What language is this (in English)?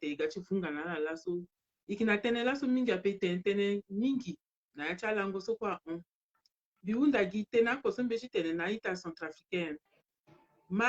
Sango